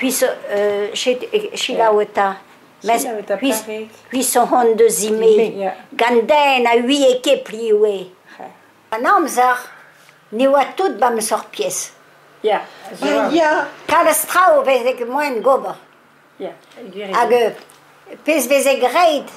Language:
Breton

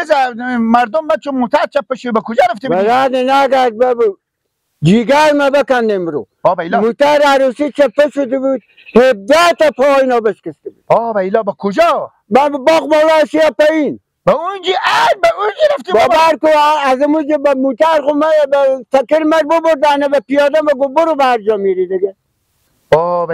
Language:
Persian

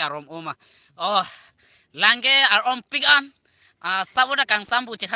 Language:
Karbi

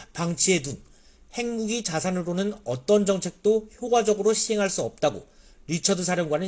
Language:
Korean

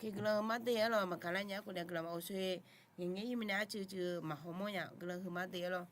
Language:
Akha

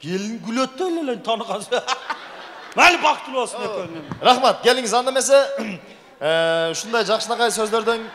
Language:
Kyrgyz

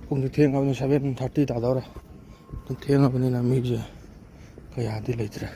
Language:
Manipuri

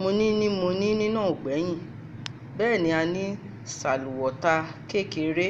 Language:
Yoruba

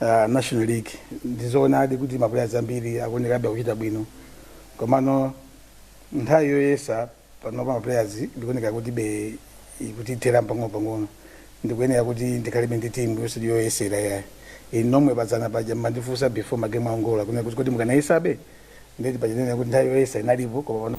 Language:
Nyanja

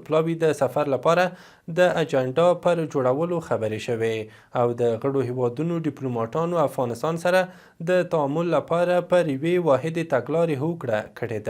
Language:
Pashto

